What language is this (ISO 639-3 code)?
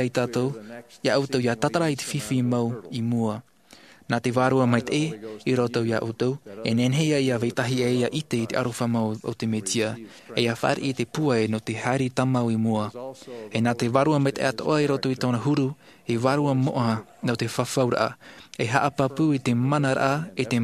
tah